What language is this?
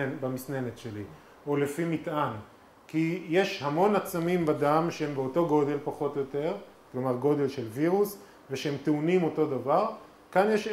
Hebrew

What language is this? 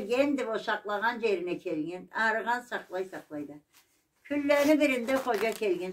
Karachay-Balkar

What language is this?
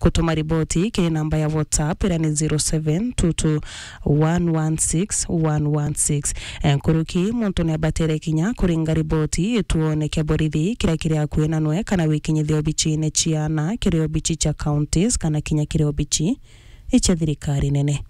Meru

